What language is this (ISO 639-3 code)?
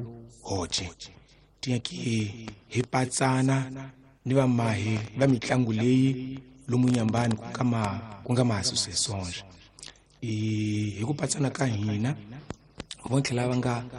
tso